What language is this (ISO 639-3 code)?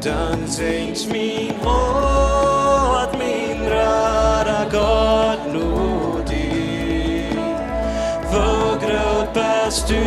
pdt